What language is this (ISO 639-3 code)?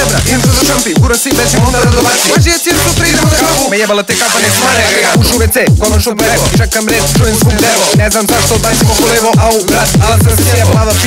srp